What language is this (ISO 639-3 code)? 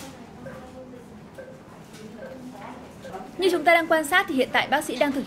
vie